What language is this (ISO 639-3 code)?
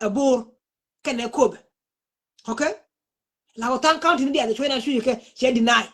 nus